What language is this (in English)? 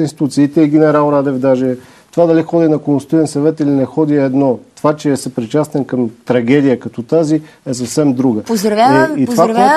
Bulgarian